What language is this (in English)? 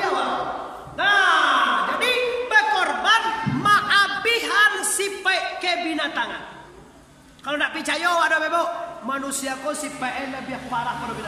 Minangkabau